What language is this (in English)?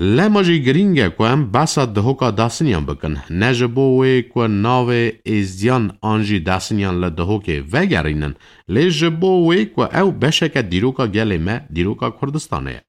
Kurdish